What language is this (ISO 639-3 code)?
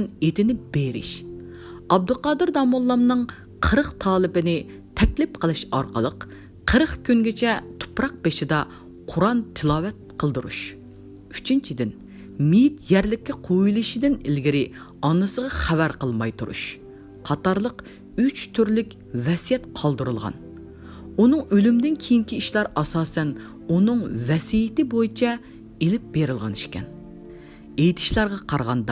uig